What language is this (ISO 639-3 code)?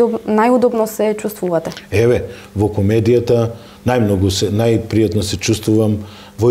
mkd